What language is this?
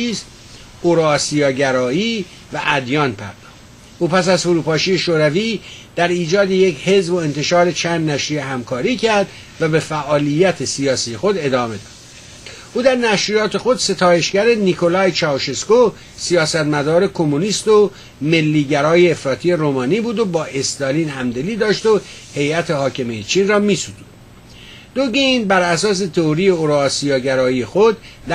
Persian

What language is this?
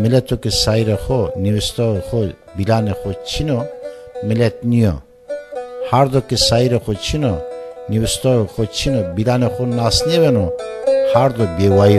Zaza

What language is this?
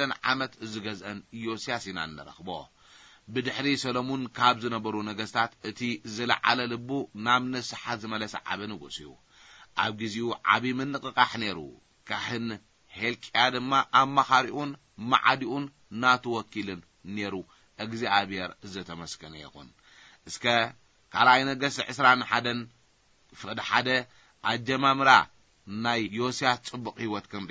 Tigrinya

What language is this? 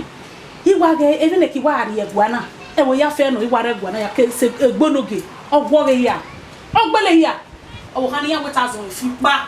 Bini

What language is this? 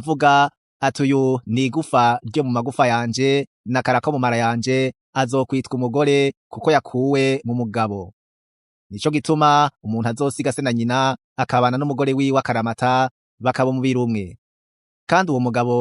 Rundi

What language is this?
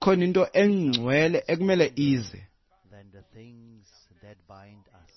Xhosa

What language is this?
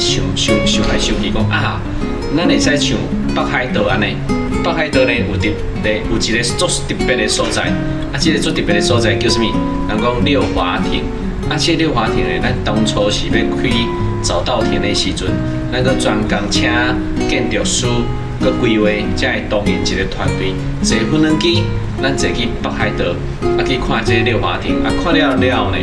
Min Nan Chinese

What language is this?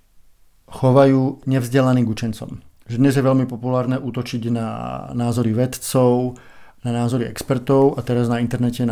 Slovak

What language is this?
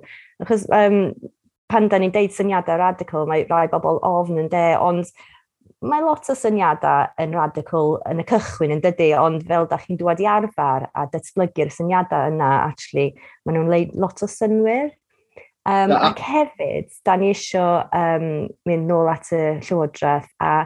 Welsh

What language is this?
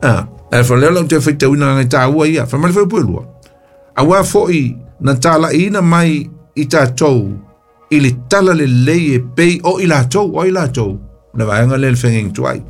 Samoan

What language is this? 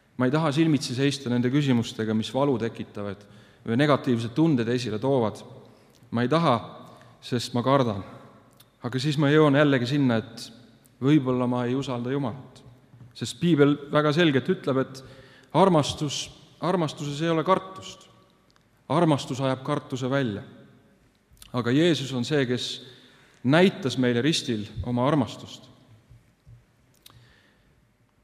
Estonian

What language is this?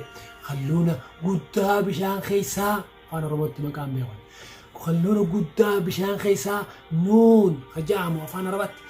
Oromo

